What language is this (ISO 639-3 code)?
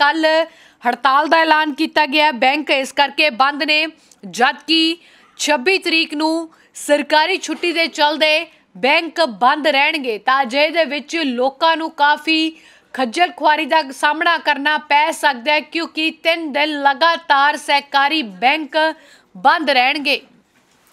pan